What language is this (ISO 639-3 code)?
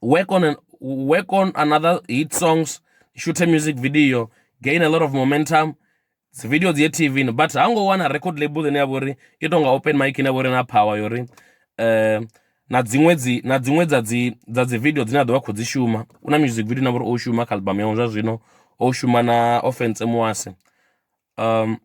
ven